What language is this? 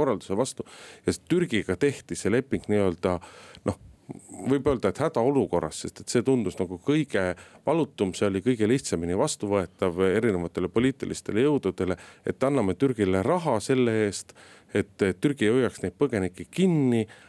Estonian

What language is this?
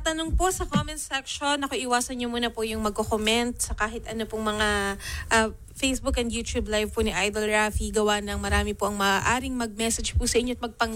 Filipino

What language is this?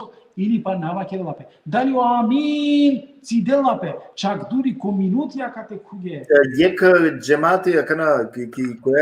Balkan Romani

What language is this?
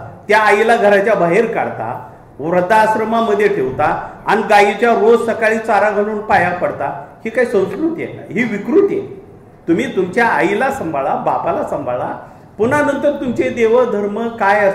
Marathi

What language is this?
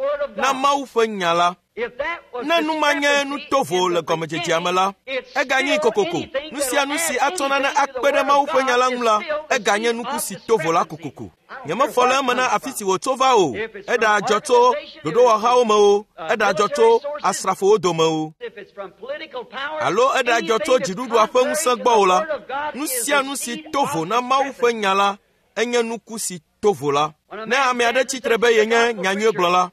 Ewe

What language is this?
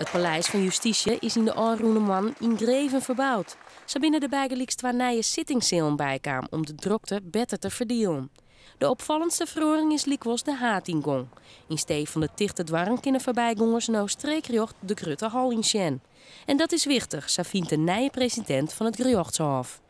Western Frisian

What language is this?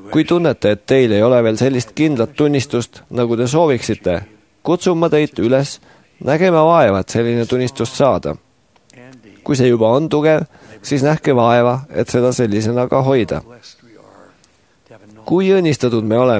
Estonian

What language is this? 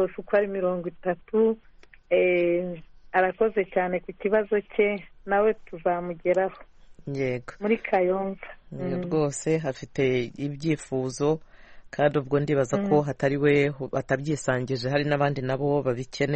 Kinyarwanda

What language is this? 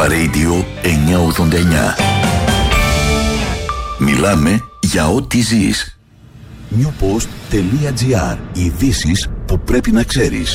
Greek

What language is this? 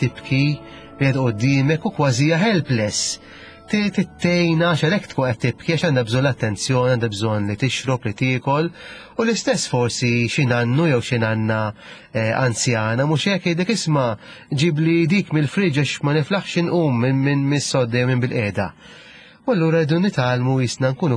Maltese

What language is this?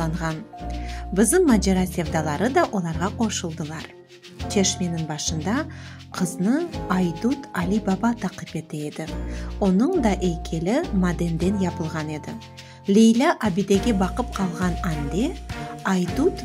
Crimean Tatar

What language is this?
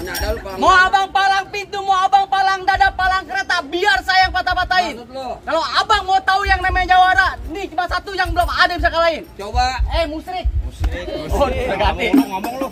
Betawi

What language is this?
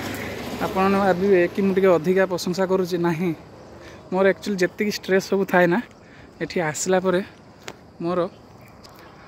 Odia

